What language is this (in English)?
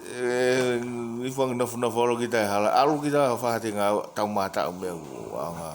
Tongan